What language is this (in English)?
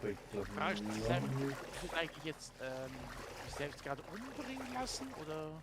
Swiss German